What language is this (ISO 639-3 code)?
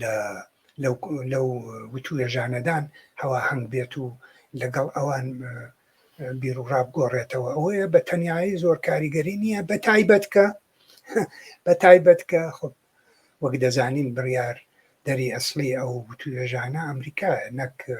ckb